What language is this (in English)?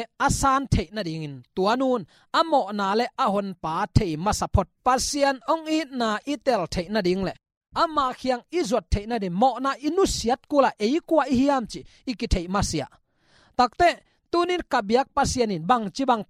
Tedim Chin